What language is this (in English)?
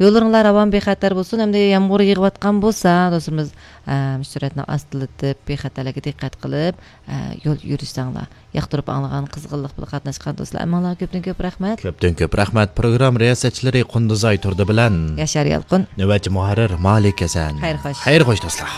Uyghur